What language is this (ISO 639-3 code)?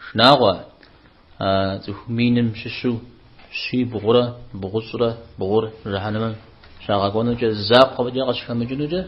kbd